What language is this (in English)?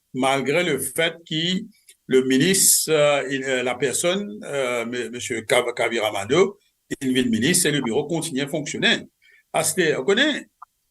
Morisyen